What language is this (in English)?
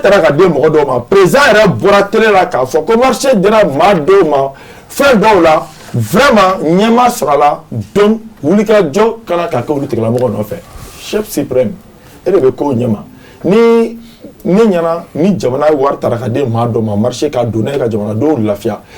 Bambara